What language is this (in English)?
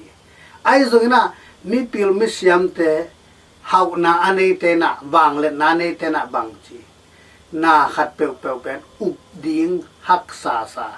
Tedim Chin